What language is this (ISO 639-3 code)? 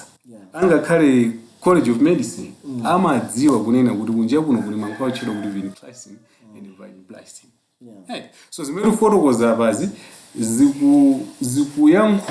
nya